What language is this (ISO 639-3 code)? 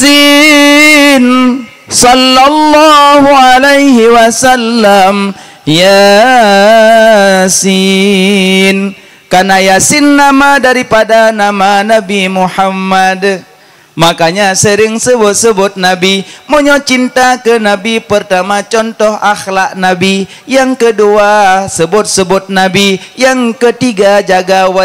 ace